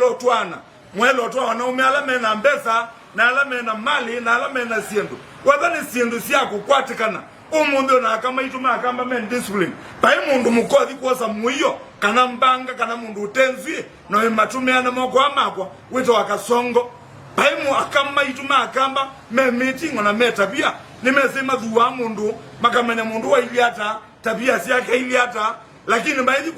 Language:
Kamba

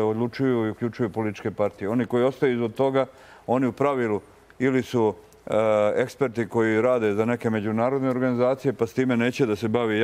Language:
Croatian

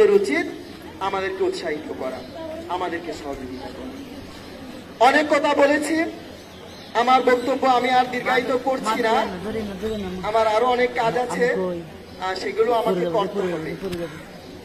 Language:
Bangla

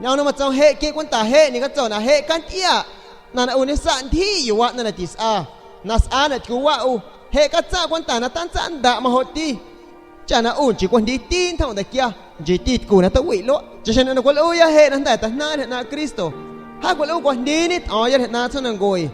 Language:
San Pedro Amuzgos Amuzgo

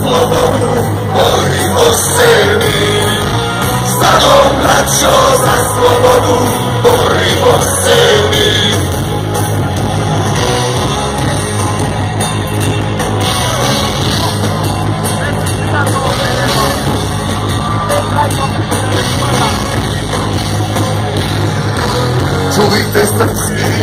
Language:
Croatian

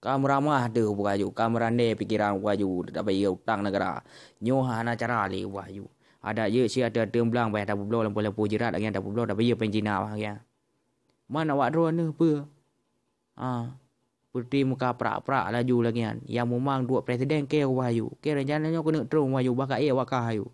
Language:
Achinese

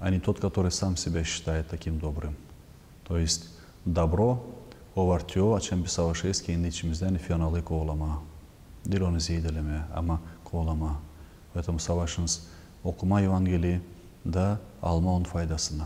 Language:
Gagauz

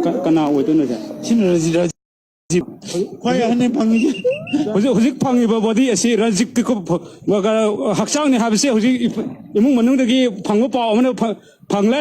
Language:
Manipuri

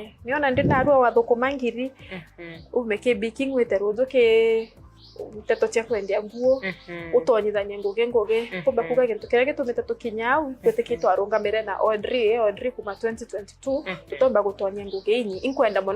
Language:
Meru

